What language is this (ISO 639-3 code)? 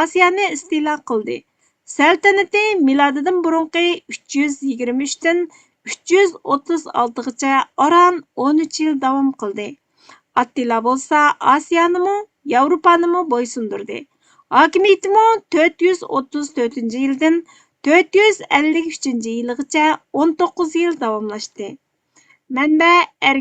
uig